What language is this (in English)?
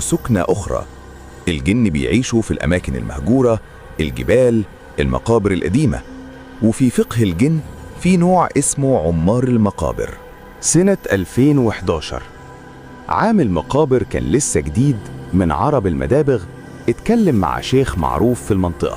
Egyptian Arabic